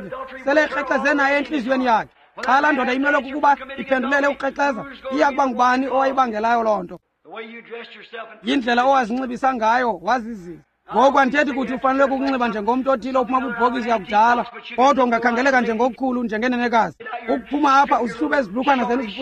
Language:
Xhosa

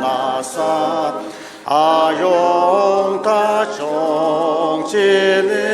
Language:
Ao Naga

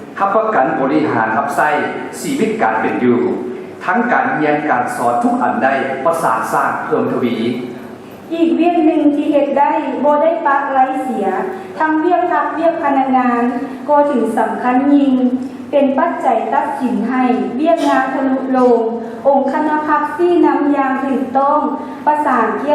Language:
Lao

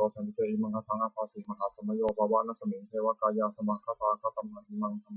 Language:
Pali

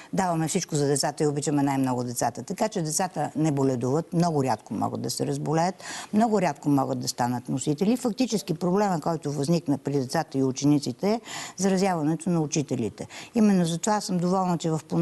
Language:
Bulgarian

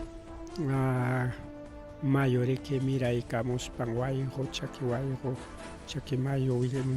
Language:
Ayacucho Quechua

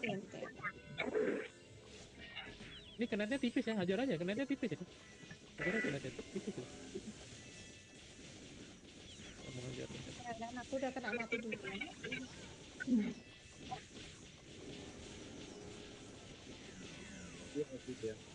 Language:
Indonesian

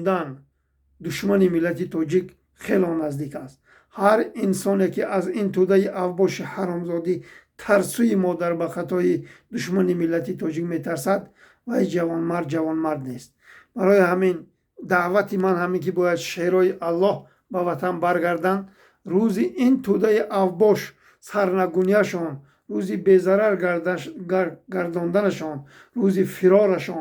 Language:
Tajik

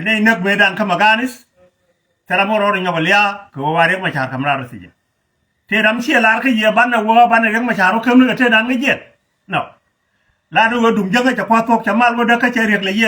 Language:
Nuer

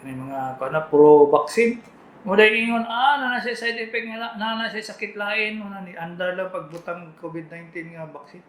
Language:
Cebuano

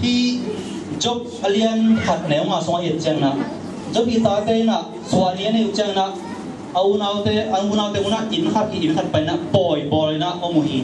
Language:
Tedim Chin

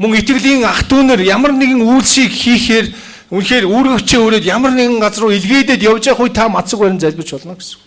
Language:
Mongolian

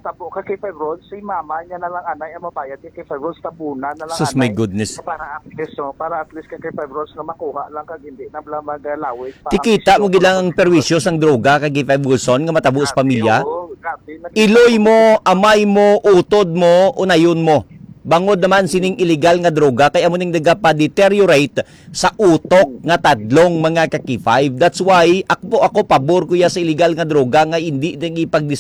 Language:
Hiligaynon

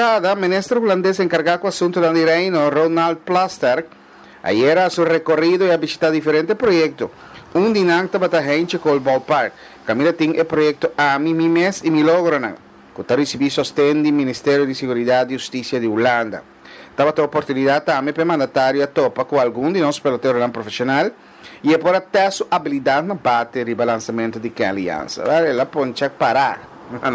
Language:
Papiamento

